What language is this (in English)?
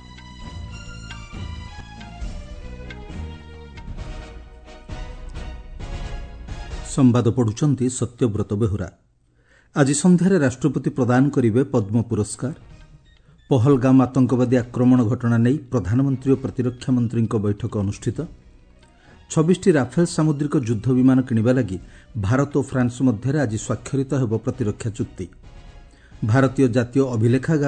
Odia